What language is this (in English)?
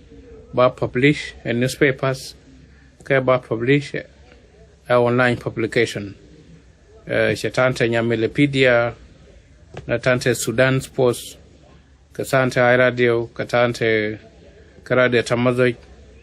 Nuer